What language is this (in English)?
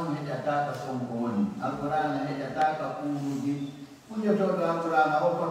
Fula